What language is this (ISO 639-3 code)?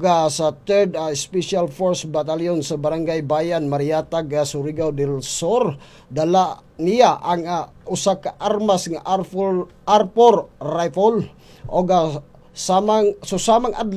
ceb